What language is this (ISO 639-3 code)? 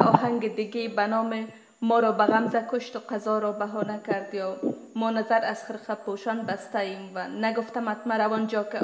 fas